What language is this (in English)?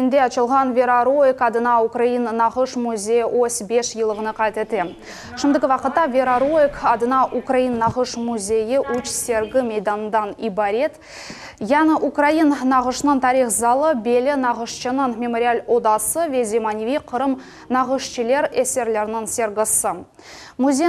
Crimean Tatar